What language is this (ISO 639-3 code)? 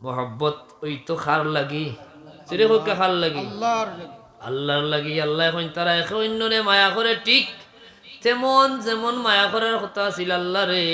syl